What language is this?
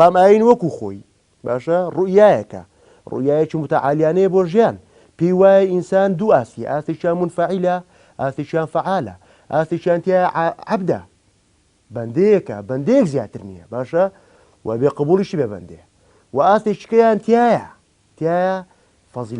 Central Kurdish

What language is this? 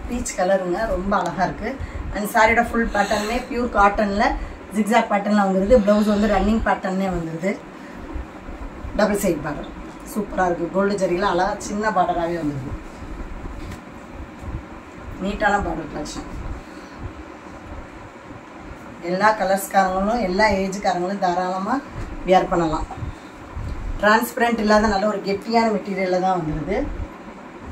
Tamil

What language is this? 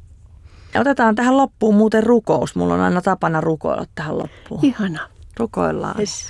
Finnish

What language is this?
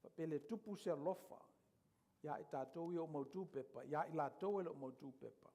Samoan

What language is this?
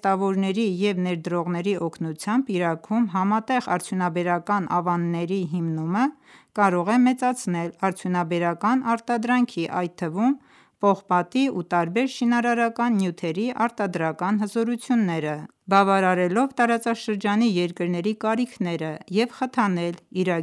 Armenian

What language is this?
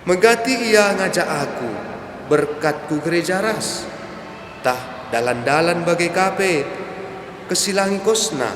Batak Karo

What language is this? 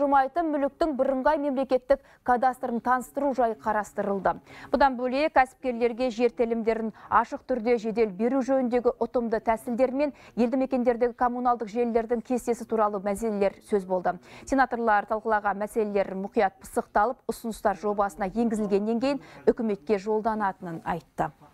Kazakh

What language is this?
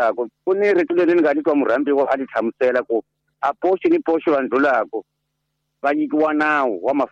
Tsonga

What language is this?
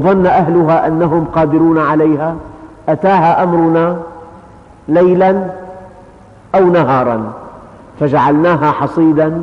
Arabic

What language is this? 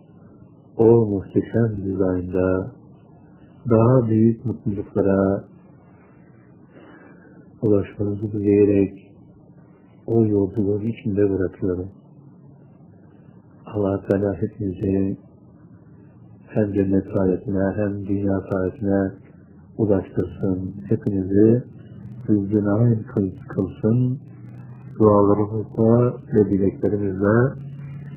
Turkish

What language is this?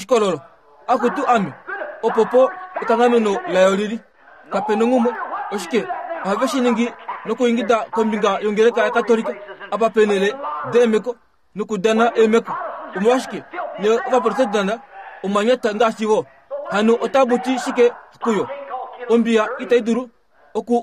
Kuanyama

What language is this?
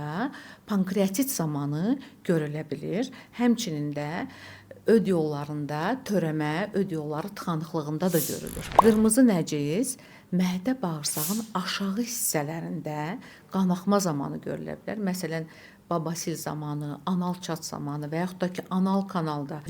Azerbaijani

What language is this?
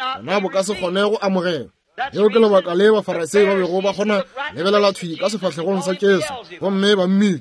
Northern Sotho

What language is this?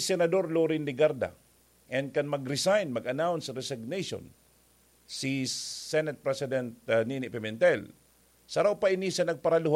Bikol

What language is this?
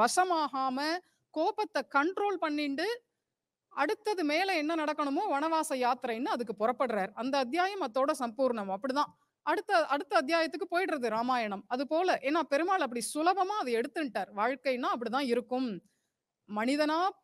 Tamil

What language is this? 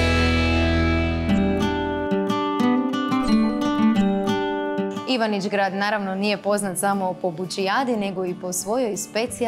Croatian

